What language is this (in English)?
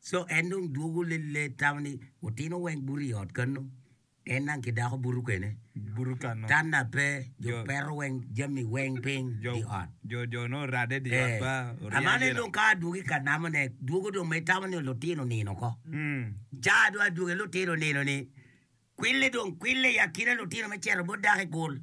Acoli